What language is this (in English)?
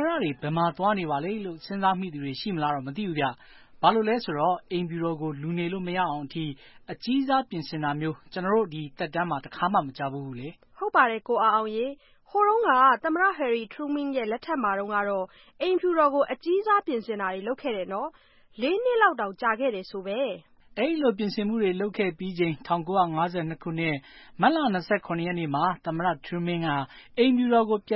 Burmese